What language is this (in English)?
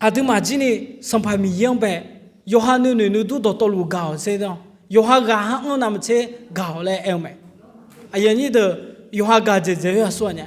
Akha